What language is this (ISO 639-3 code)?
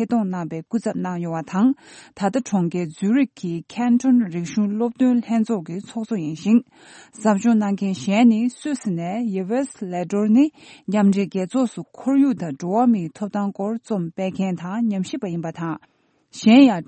bod